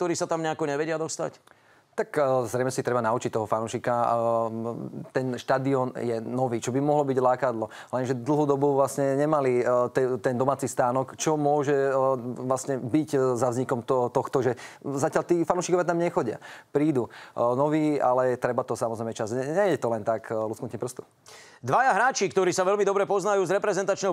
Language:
Slovak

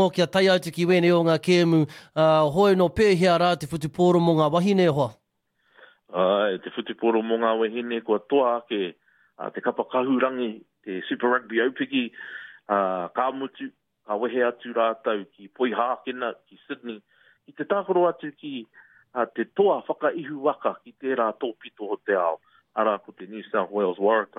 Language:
Māori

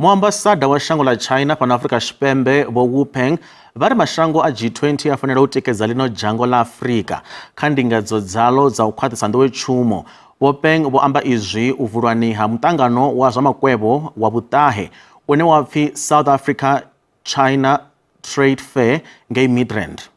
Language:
Venda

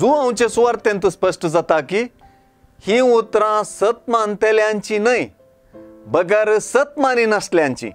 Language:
Konkani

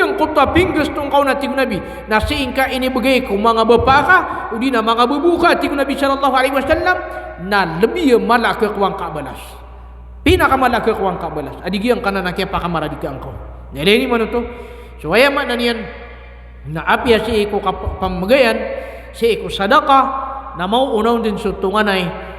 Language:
Maranao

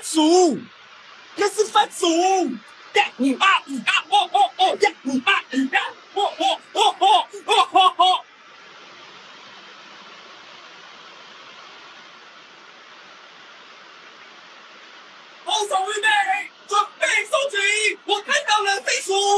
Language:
Chinese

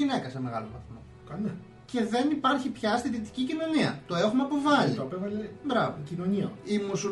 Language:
Greek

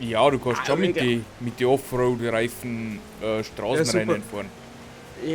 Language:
Bavarian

